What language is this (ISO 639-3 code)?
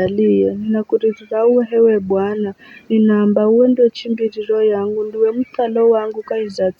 nyf